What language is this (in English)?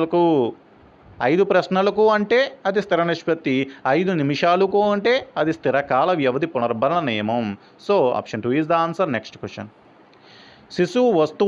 Telugu